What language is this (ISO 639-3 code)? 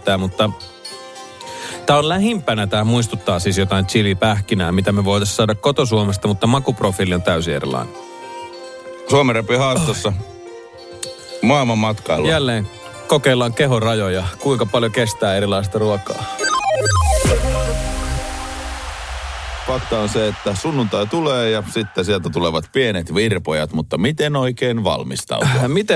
fin